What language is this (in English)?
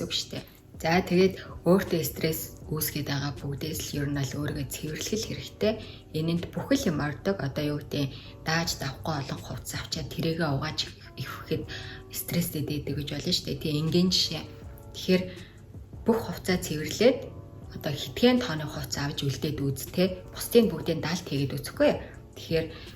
Mongolian